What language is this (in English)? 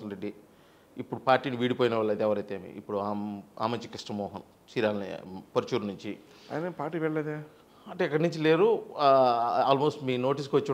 Telugu